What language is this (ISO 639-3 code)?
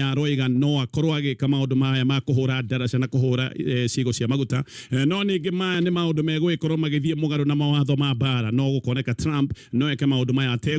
kik